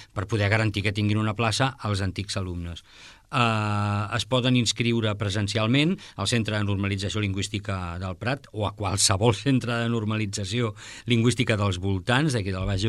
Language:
Catalan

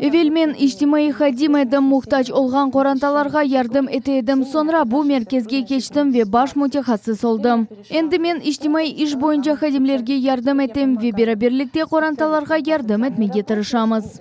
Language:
Crimean Tatar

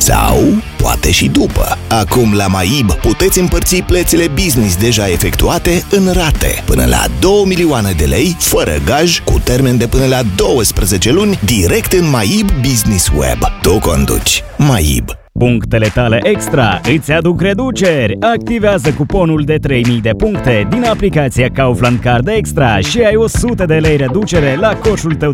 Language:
Romanian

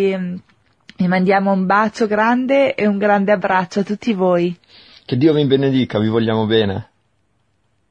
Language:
Italian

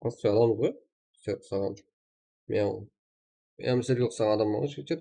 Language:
Kara-Kalpak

